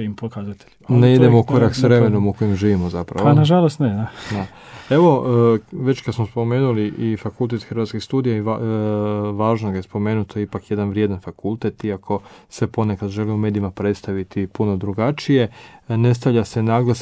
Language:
Croatian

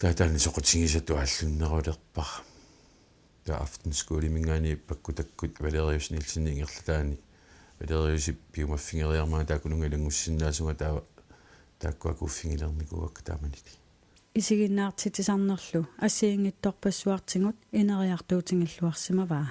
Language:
Kalaallisut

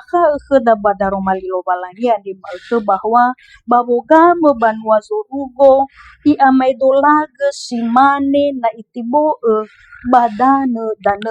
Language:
Nias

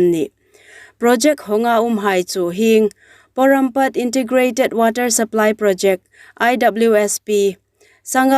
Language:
Hmar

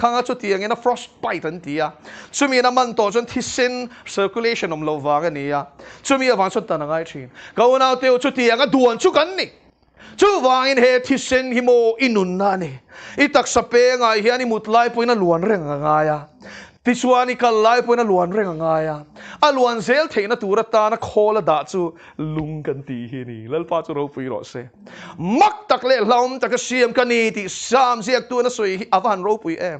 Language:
Mizo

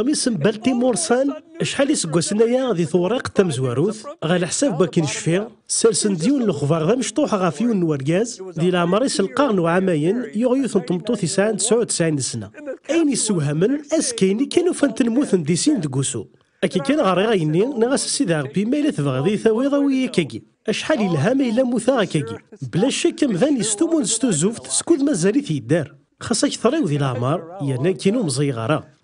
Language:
Kabyle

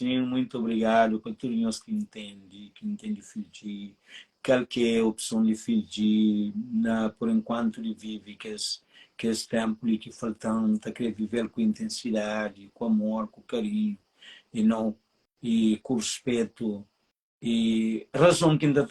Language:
Kabuverdianu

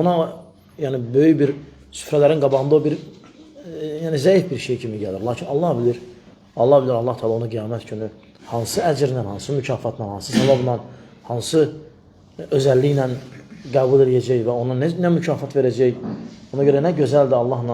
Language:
Azerbaijani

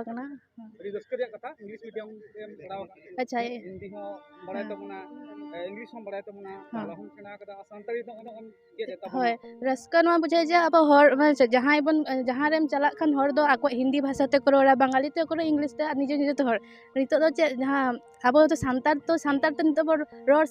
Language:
Santali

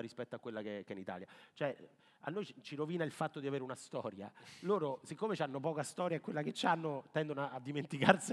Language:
Italian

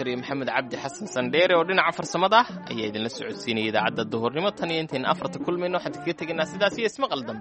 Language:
Somali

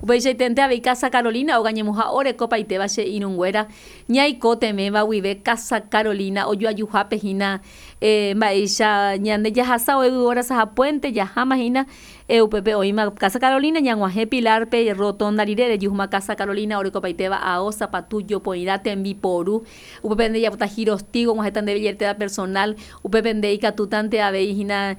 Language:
Guarani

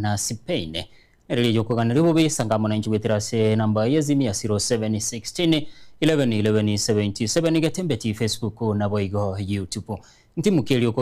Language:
Gusii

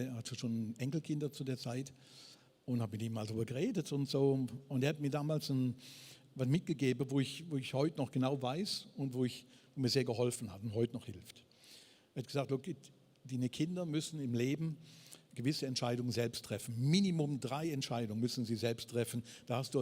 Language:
Swiss German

